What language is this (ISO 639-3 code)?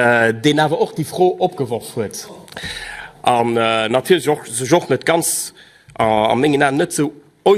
ltz